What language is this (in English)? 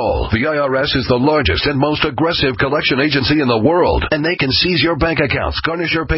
English